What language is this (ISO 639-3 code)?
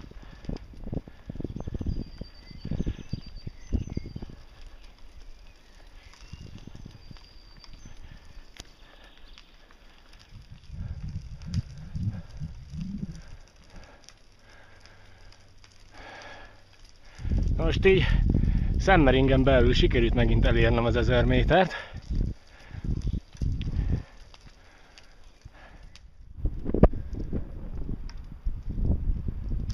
hun